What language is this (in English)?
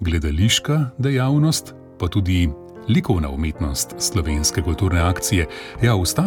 Slovenian